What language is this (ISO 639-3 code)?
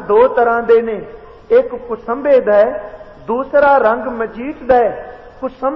pan